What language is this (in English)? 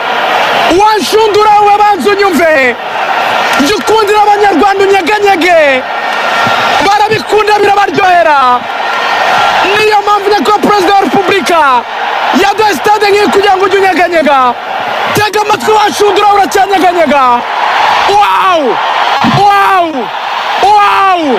Kinyarwanda